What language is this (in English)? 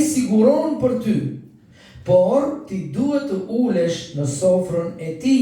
Albanian